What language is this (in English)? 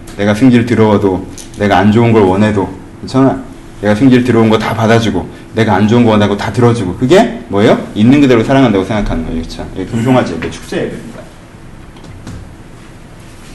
Korean